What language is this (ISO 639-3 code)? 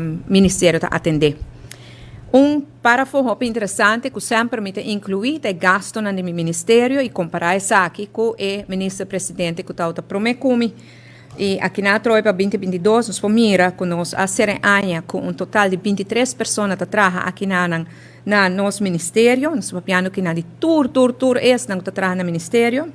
pap